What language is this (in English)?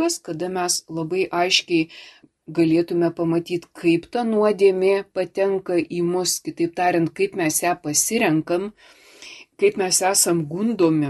Lithuanian